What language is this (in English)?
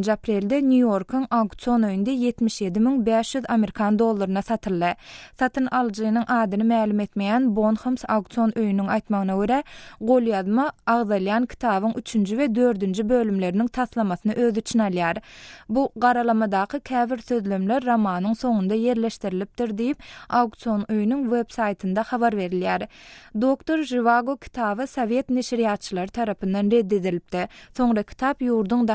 Turkmen